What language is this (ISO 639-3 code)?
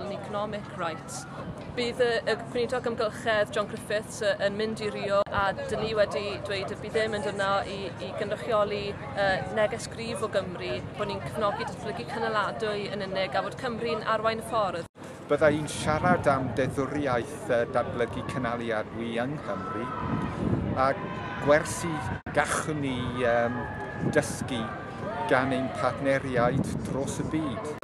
cym